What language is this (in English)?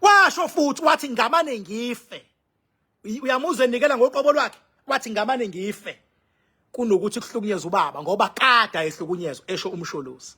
Zulu